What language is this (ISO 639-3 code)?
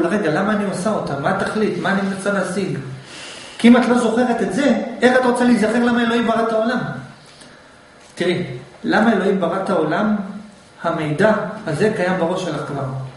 heb